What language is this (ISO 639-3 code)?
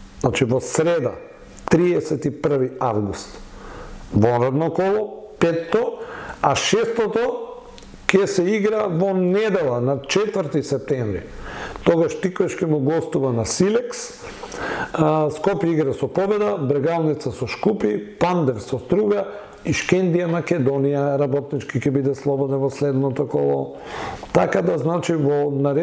mkd